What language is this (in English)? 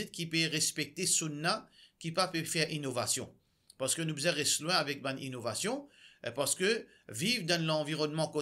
Morisyen